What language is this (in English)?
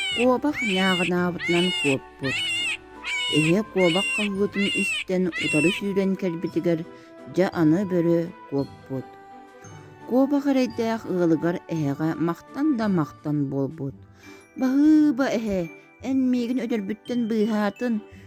Yakut